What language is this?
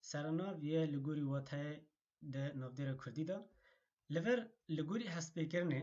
Kurdish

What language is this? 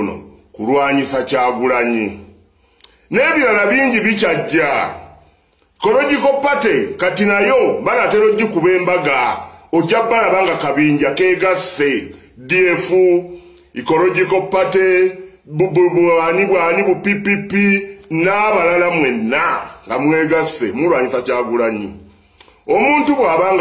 Ganda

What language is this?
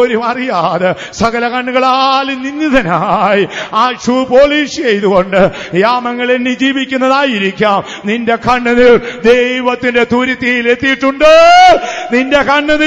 Malayalam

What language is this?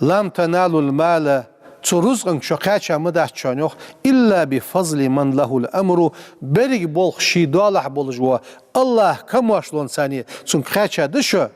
Ingush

